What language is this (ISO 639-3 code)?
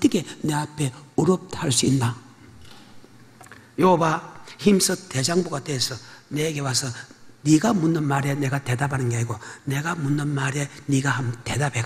kor